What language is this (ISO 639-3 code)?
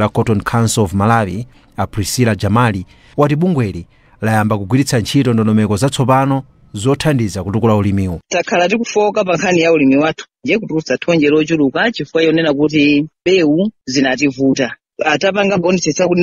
nya